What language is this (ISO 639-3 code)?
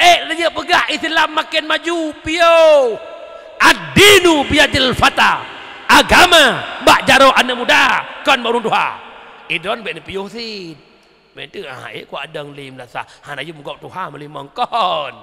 ace